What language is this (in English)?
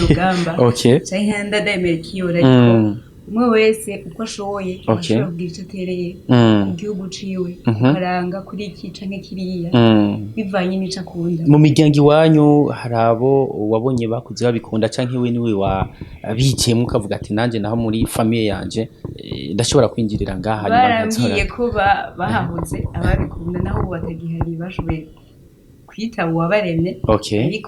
Rundi